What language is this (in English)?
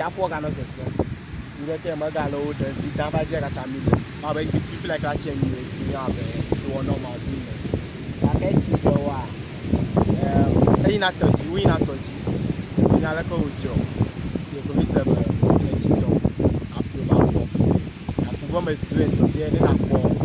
Ewe